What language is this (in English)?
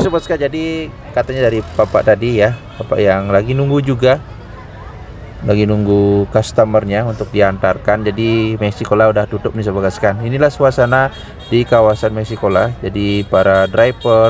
Indonesian